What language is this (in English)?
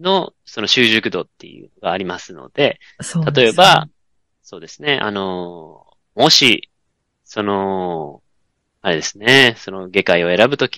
Japanese